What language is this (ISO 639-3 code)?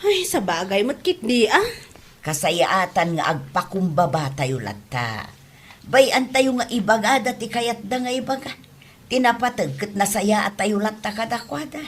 ilo